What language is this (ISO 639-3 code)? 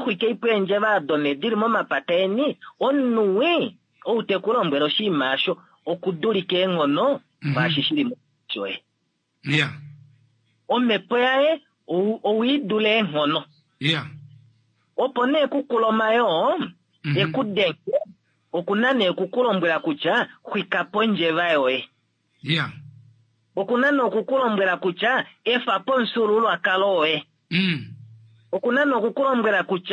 kua